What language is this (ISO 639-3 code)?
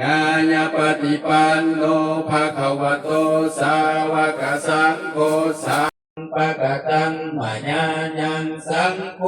tts